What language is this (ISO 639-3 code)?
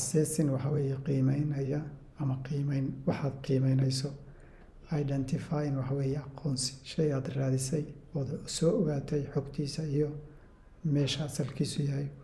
som